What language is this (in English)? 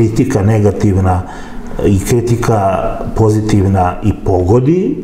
Serbian